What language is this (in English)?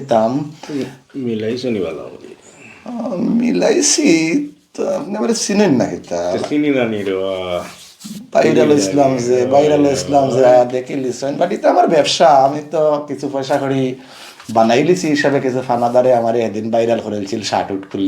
Sylheti